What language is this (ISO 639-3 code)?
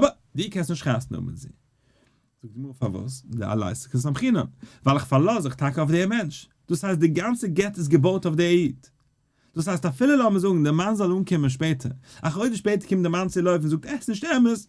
yid